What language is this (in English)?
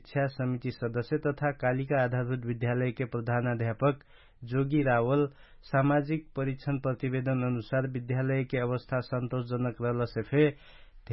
Dangaura Tharu